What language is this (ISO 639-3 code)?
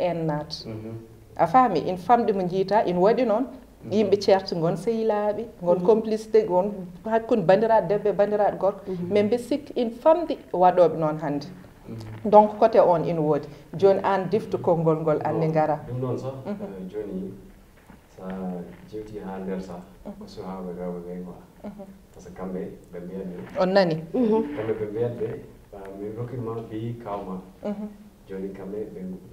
ful